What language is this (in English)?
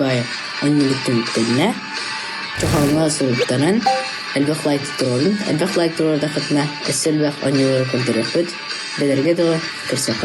Yakut